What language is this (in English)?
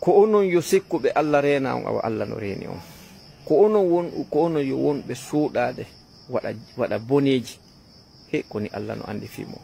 Fula